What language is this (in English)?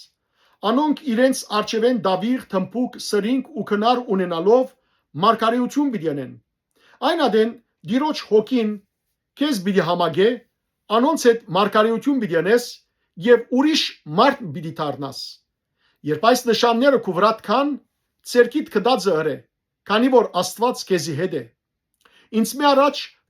Western Armenian